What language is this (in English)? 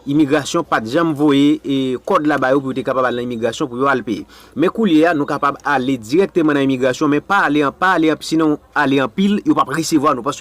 Haitian Creole